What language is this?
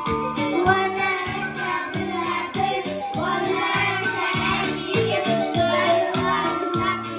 Yakut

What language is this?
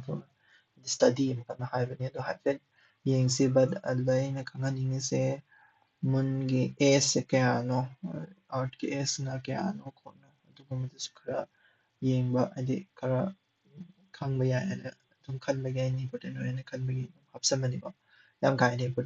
Manipuri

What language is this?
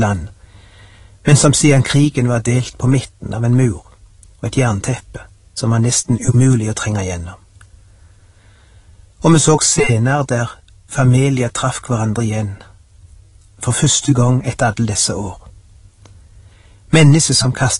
Norwegian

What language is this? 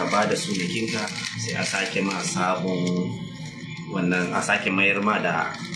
Hausa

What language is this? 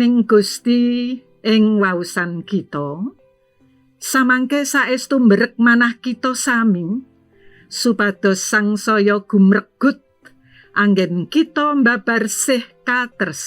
Javanese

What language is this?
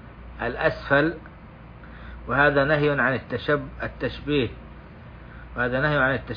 Arabic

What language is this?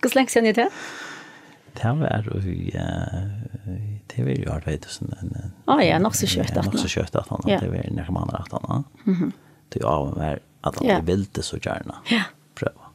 Faroese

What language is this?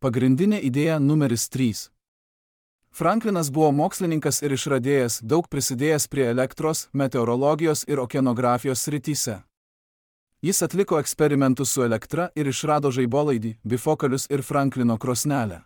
Lithuanian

